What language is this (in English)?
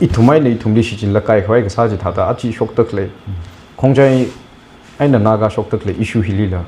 Tangkhul Naga (India)